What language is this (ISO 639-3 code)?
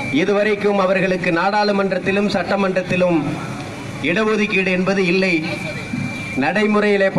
tam